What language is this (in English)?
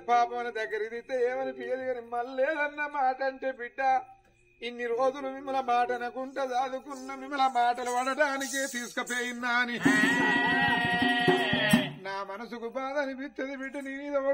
Telugu